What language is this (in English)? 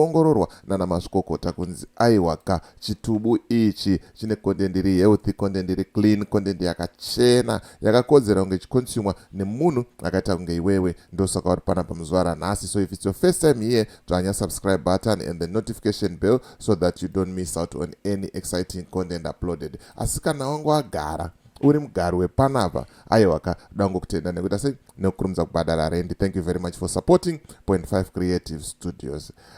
Shona